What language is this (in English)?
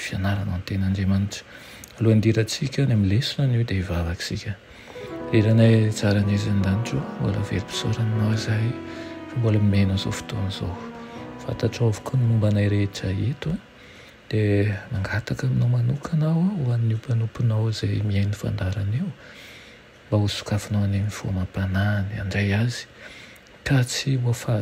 Malagasy